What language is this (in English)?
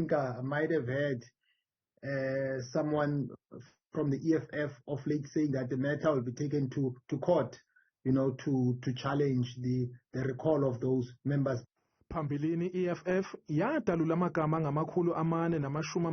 Zulu